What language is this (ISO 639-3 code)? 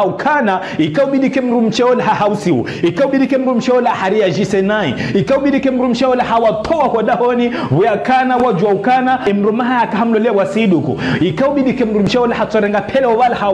zdj